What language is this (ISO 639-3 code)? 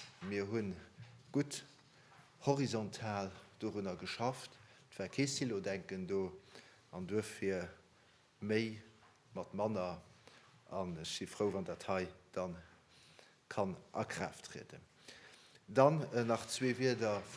ltz